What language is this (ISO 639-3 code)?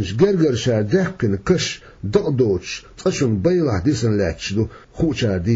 che